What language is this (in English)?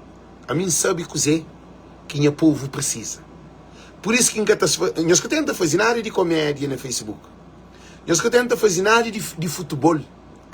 Kabuverdianu